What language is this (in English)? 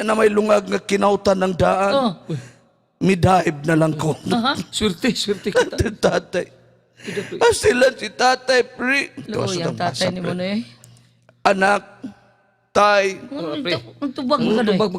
Cebuano